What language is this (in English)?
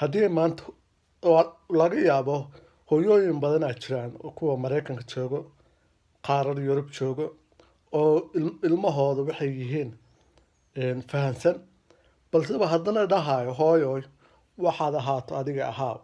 Somali